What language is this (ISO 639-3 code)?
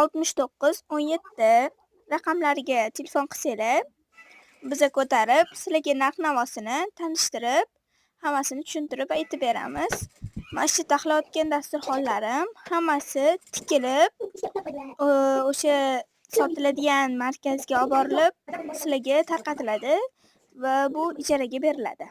uzb